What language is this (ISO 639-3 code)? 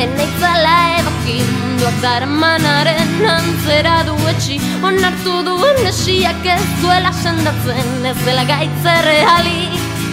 eus